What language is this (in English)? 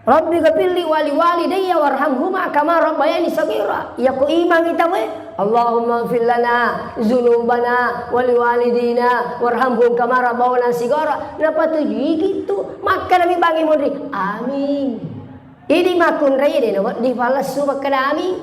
Buginese